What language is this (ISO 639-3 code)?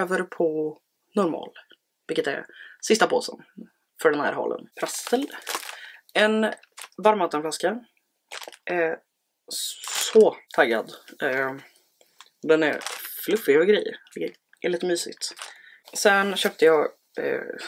swe